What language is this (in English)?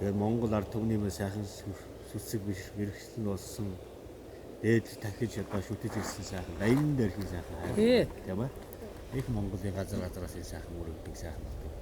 Mongolian